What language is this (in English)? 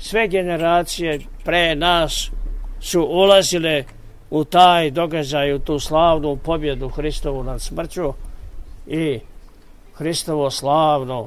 Serbian